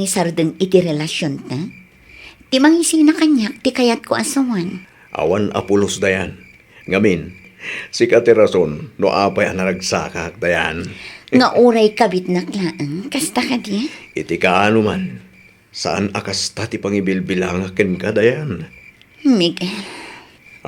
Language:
Iloko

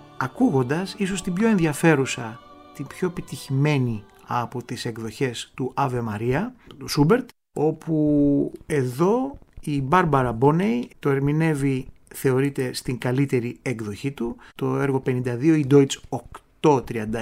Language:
Greek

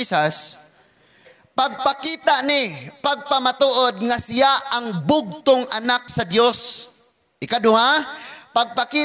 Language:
Cebuano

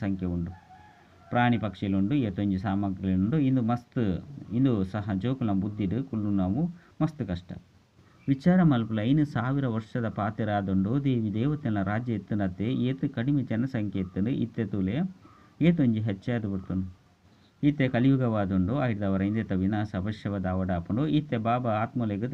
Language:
Tulu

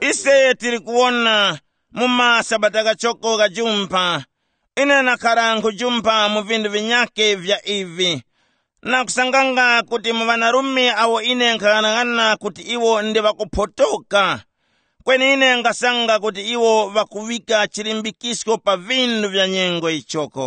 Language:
Tumbuka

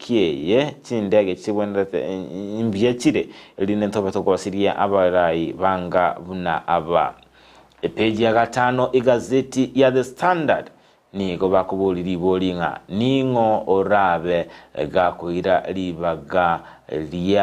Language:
Gusii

